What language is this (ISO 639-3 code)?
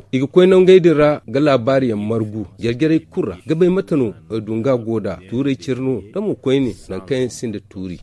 dje